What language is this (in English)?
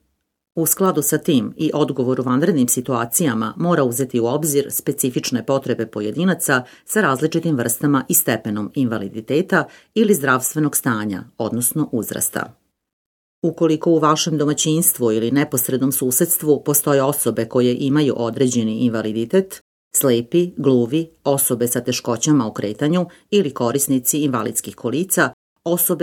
Serbian